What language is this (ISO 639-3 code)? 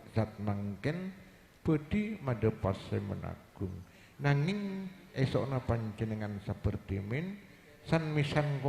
mad